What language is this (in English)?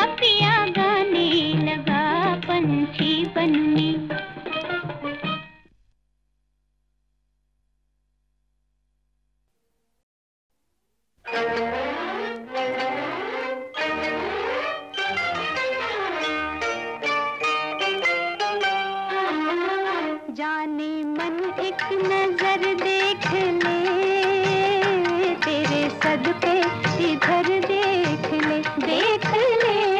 Hindi